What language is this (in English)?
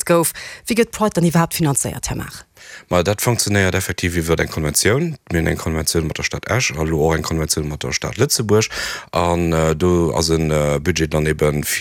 Luxembourgish